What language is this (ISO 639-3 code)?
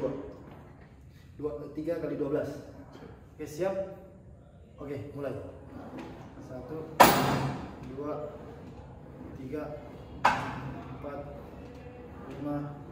ind